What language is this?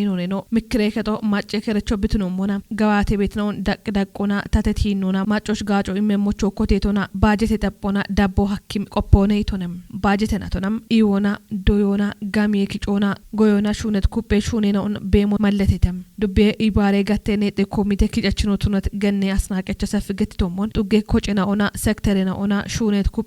Kafa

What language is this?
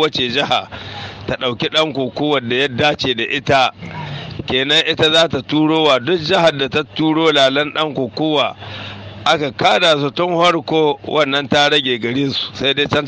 Hausa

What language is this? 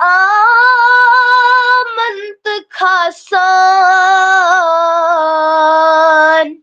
Kashmiri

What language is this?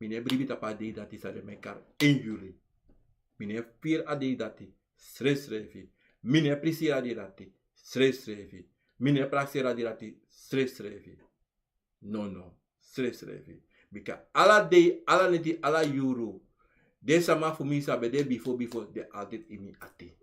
Sranan Tongo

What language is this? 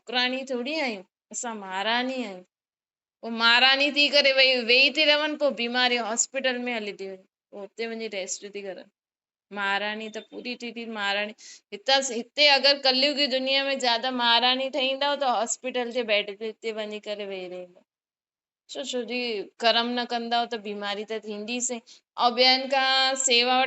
Sindhi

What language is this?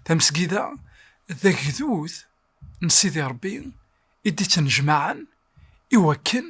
Kabyle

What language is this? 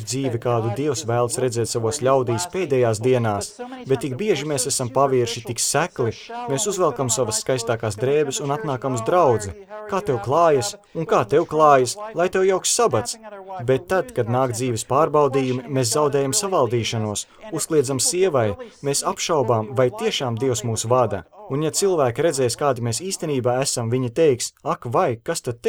Latvian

